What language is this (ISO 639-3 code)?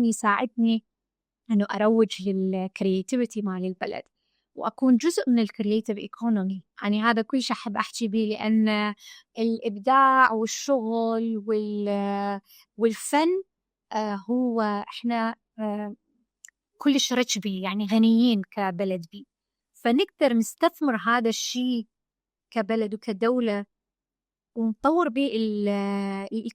acm